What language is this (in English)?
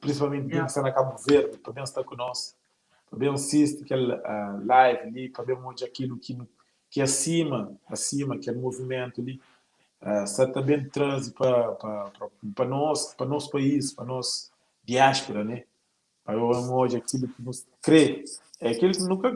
Kabuverdianu